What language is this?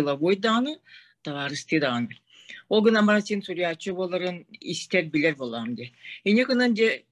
Yakut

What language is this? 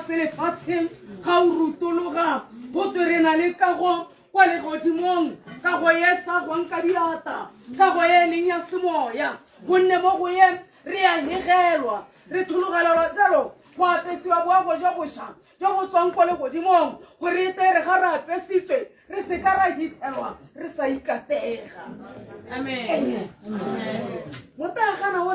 Tswana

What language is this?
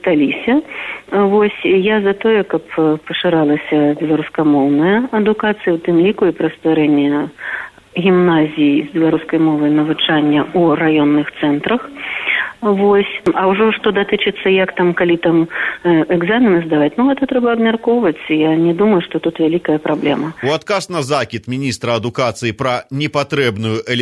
Belarusian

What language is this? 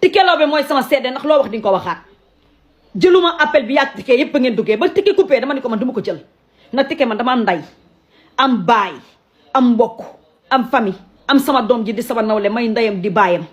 Wolof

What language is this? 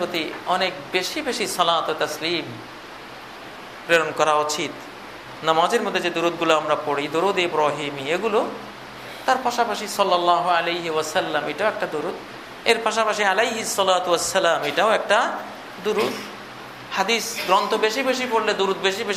Bangla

